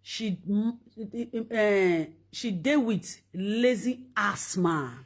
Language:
Nigerian Pidgin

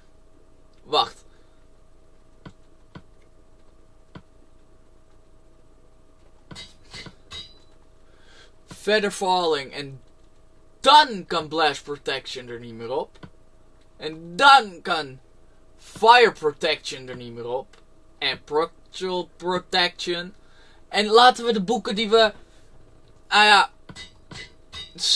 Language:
Dutch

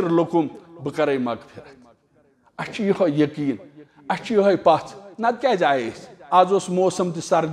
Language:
Kashmiri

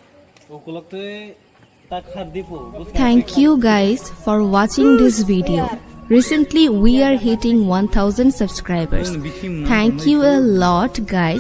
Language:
Kok Borok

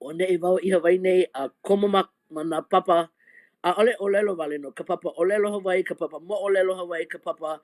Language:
Hawaiian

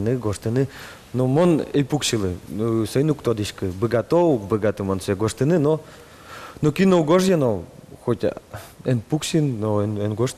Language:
Udmurt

